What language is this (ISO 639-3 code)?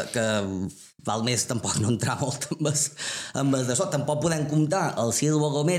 cat